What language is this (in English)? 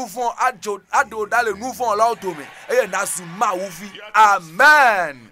Ewe